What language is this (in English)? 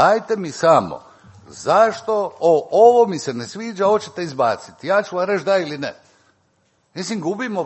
Croatian